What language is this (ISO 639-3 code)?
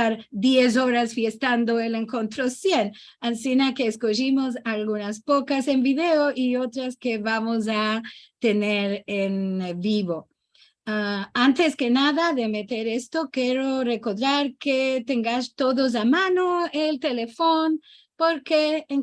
lad